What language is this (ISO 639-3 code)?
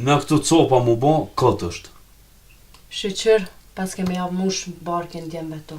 sqi